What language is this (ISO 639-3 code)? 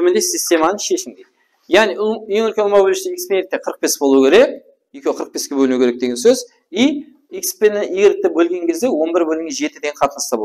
kaa